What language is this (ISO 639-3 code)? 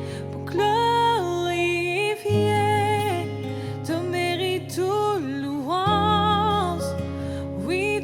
mfe